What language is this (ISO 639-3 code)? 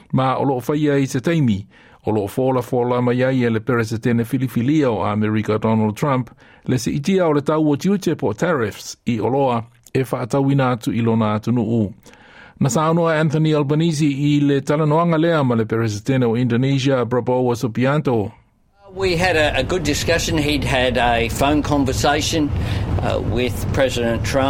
smo